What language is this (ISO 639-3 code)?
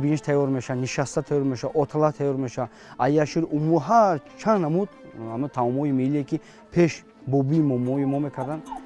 tgk